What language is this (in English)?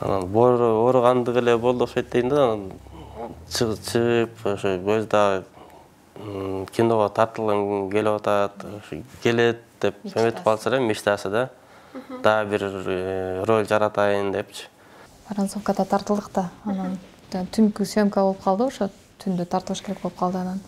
Kyrgyz